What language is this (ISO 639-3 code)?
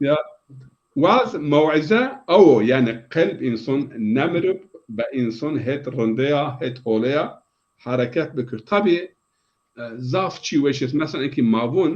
zza